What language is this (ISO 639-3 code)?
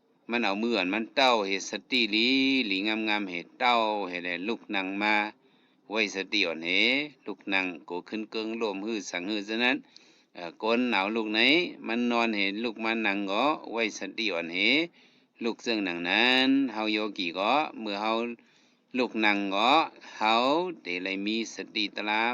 shn